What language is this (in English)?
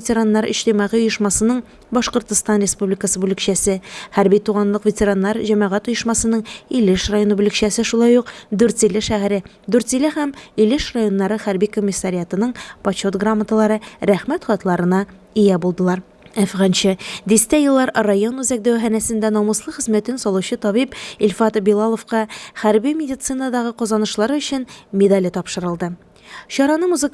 Tatar